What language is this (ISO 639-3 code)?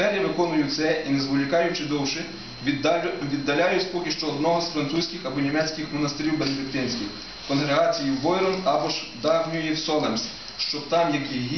ukr